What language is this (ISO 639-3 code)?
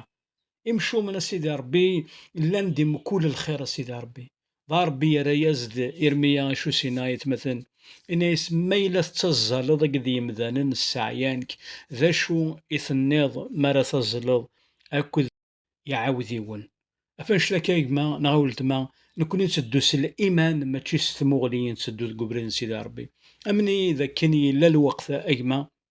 kab